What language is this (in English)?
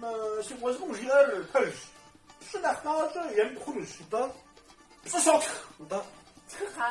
Kabardian